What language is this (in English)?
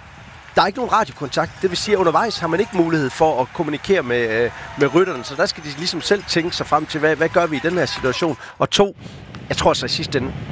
Danish